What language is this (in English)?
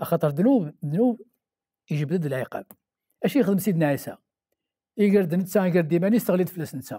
Kabyle